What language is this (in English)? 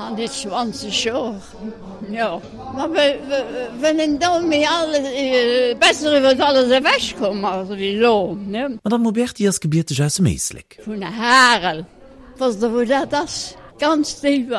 Luxembourgish